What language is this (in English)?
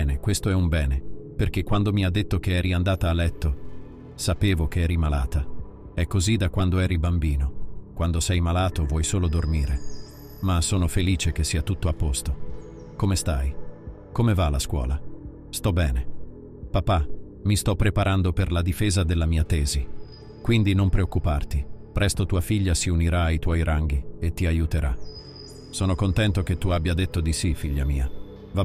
Italian